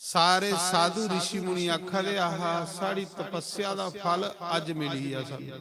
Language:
Dogri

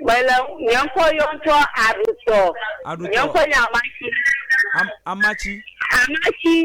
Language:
Ewe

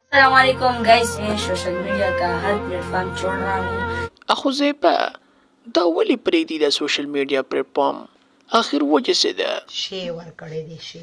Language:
Pashto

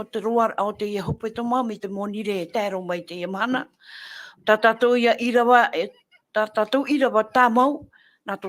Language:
Tahitian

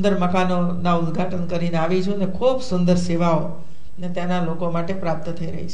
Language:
Gujarati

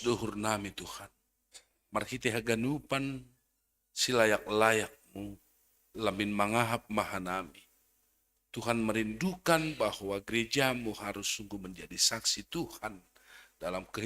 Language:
Batak Simalungun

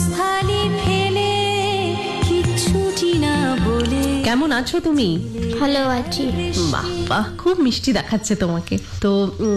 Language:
Bangla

